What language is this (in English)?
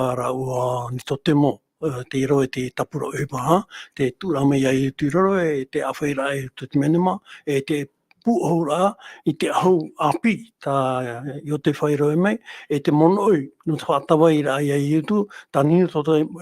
Tahitian